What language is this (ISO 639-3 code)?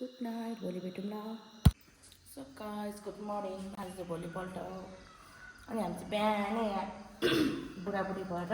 nep